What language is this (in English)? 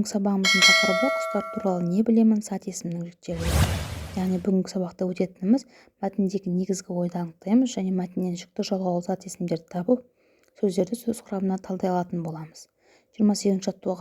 Kazakh